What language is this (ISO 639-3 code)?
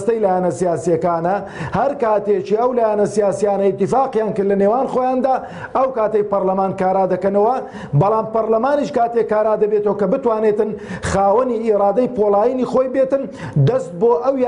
ckb